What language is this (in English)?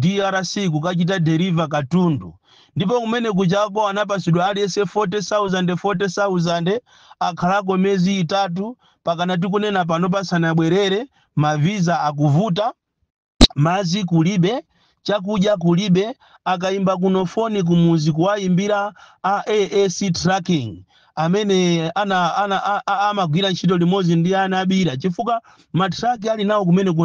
Nyanja